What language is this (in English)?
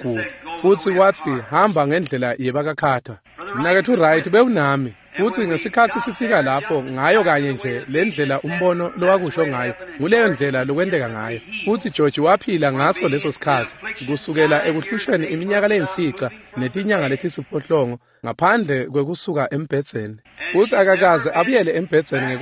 Swati